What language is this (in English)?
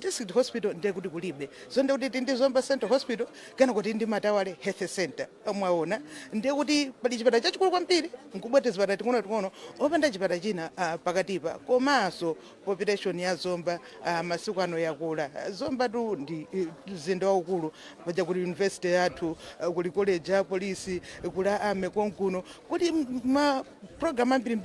Nyanja